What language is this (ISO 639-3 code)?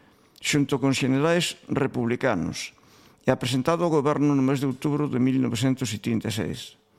glg